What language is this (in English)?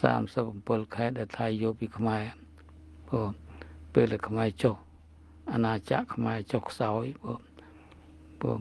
Khmer